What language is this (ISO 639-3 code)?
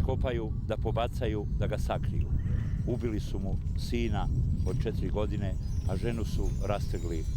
bos